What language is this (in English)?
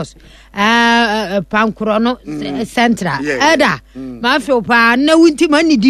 Akan